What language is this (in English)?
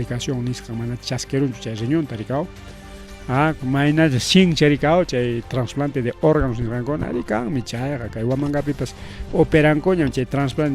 Ayacucho Quechua